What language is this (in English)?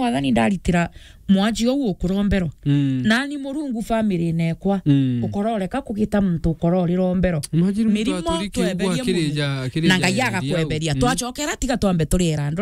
Meru